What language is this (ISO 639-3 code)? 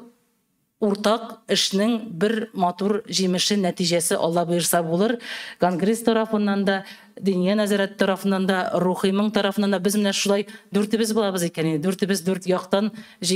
tat